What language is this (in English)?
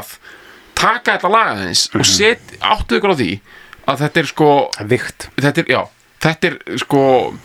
Icelandic